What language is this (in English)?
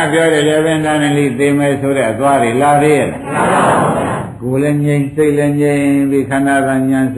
Burmese